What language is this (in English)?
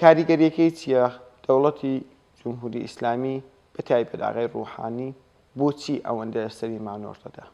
Central Kurdish